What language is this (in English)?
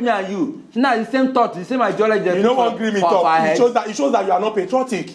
Nigerian Pidgin